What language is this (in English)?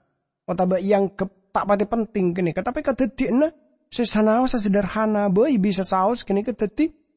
Madurese